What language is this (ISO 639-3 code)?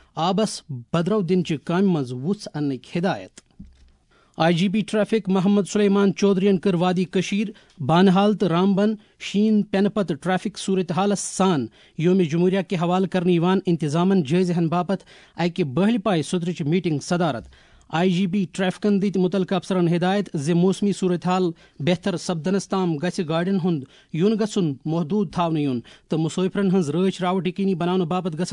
kas